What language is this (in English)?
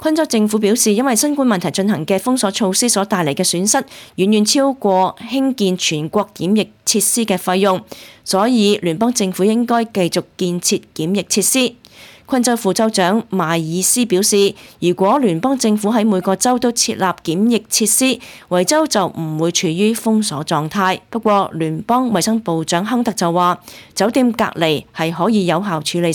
Cantonese